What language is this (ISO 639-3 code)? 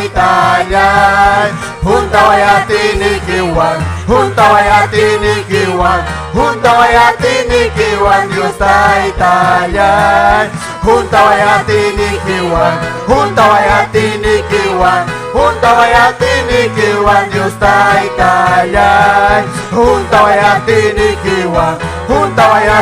quy